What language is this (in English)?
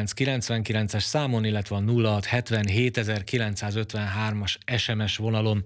Hungarian